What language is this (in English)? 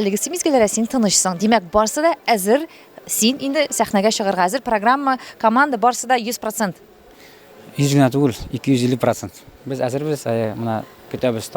Tatar